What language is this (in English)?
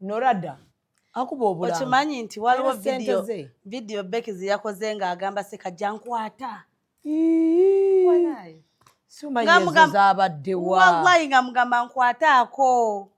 Ganda